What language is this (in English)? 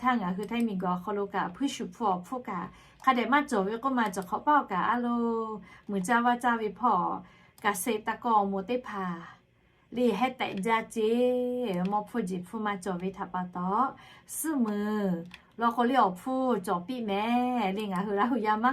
Lahu